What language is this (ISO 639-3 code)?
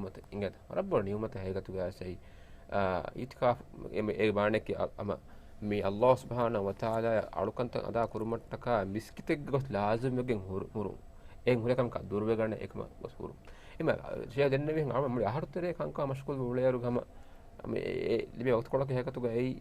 div